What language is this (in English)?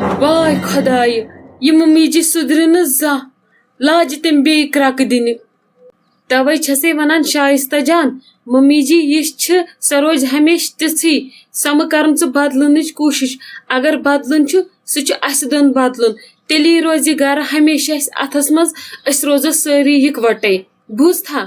Kashmiri